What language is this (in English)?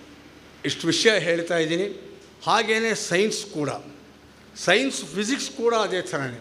Kannada